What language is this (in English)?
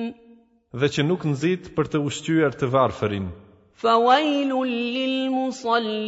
Albanian